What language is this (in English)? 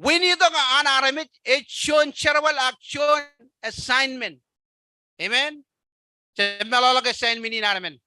Marshallese